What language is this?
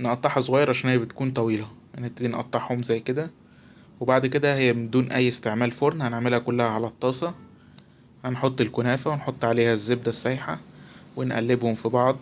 Egyptian Arabic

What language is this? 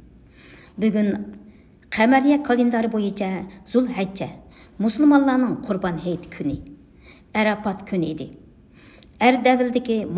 Uyghur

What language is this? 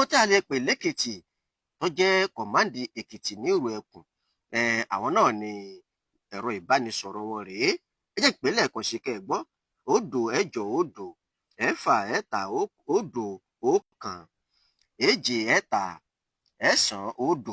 Yoruba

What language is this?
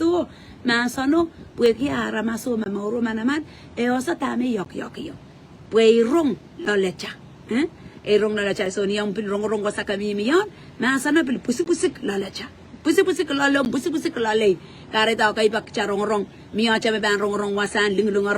Pohnpeian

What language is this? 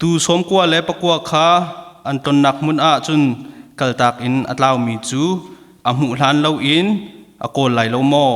Hakha Chin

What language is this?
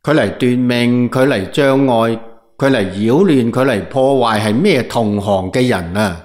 Cantonese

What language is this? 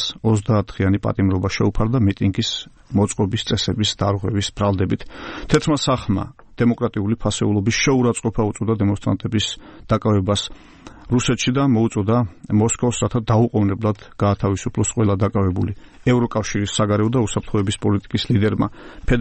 Georgian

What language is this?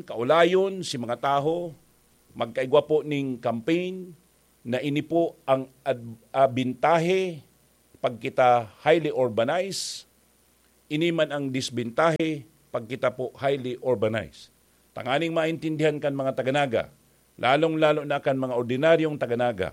Bikol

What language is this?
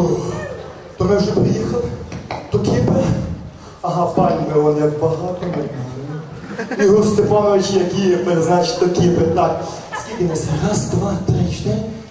Ukrainian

